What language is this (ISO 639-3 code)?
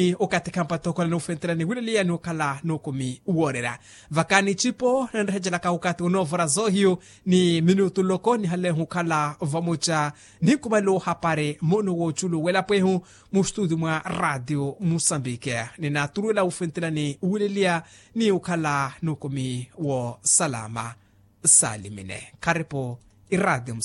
vmw